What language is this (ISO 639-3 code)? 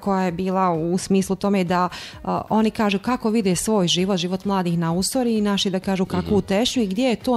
bos